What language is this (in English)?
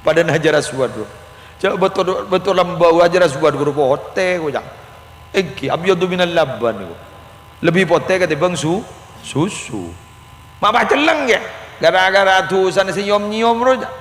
Madurese